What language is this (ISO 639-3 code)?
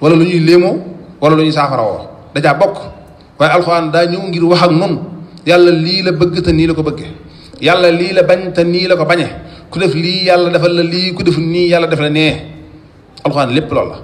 wol